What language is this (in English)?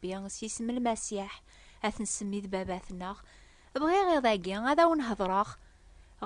Kabyle